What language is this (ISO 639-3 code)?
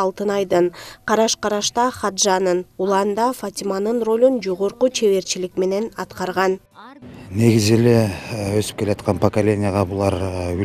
kir